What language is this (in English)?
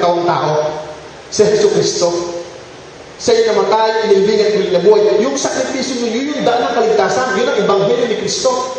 Filipino